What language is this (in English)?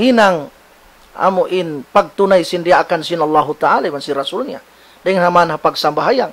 Tausug